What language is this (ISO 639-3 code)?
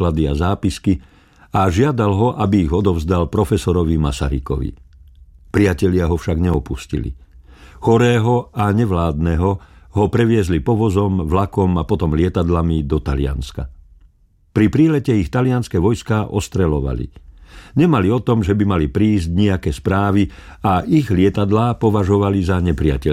slk